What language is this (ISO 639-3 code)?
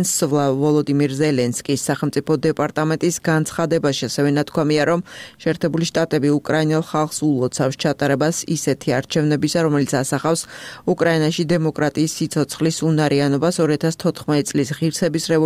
kat